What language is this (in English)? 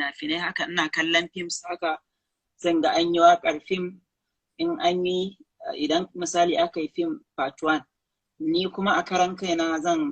Hausa